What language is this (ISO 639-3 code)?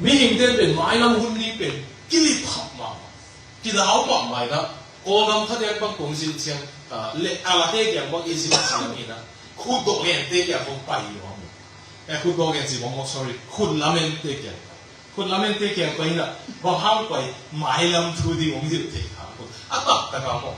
ctd